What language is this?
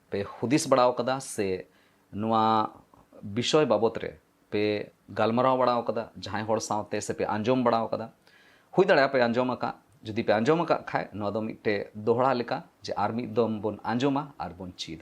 Santali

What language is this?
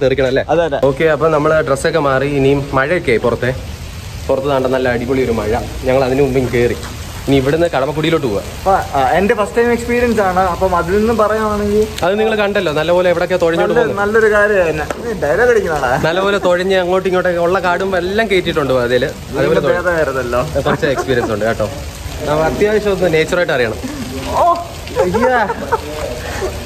Malayalam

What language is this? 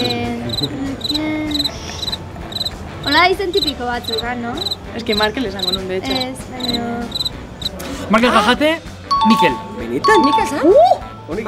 Basque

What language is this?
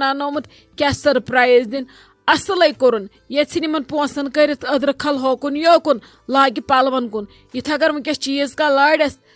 Kashmiri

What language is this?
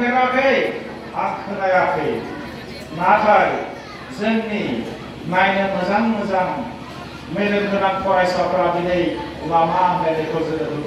Bodo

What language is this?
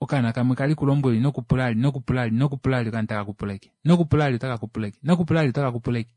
Kuanyama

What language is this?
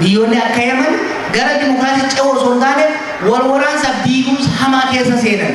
Oromo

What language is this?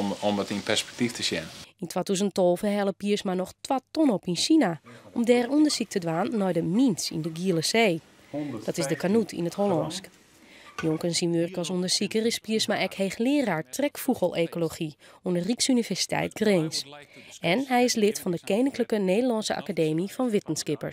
Western Frisian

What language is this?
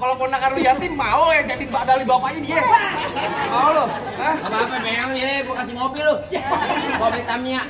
Betawi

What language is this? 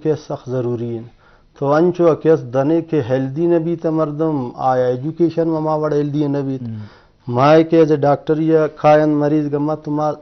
Baluchi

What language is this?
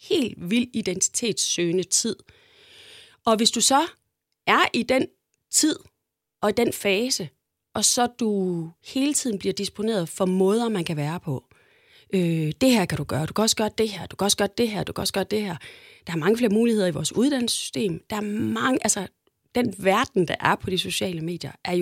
Danish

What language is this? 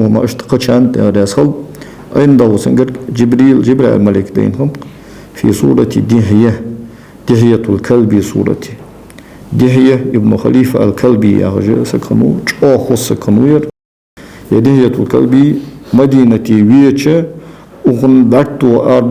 Ingush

